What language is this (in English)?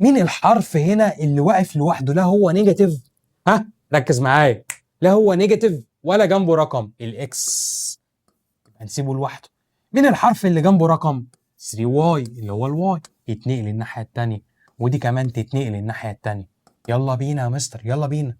Egyptian Arabic